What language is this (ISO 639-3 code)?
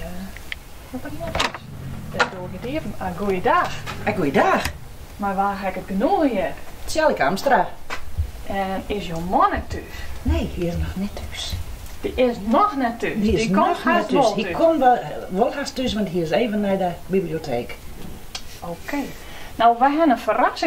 fry